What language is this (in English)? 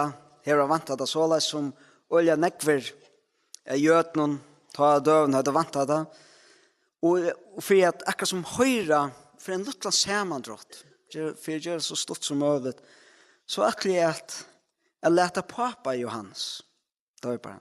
Faroese